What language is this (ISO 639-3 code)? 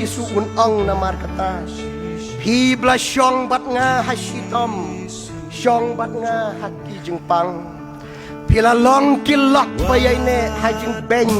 kha